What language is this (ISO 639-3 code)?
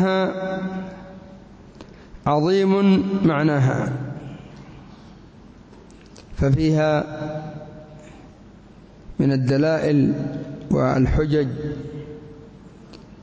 ara